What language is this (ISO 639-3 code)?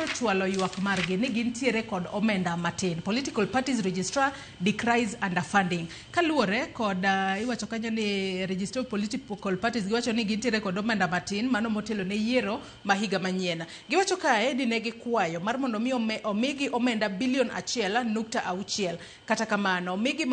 luo